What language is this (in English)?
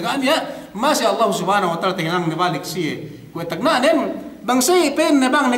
Yakan